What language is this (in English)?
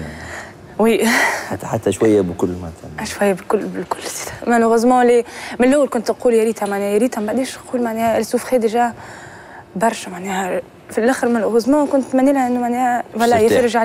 Tunisian Arabic